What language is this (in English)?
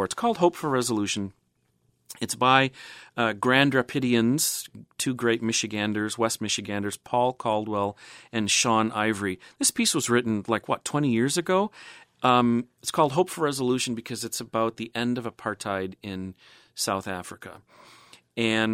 English